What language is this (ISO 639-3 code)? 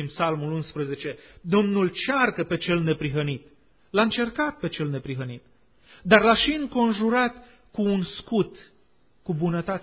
ron